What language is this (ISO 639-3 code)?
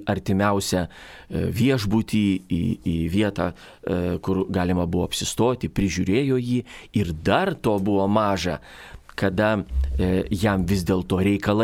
lit